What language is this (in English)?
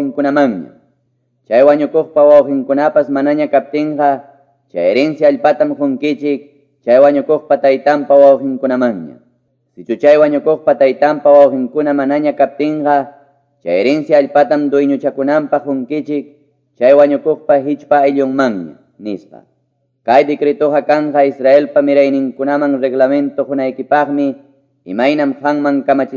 Quechua